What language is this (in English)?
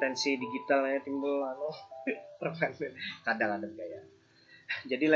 Banjar